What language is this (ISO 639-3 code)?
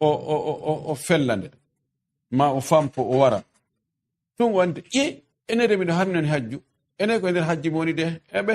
ful